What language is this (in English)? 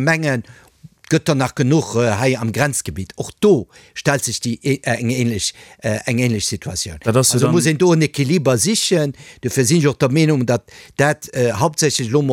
Luxembourgish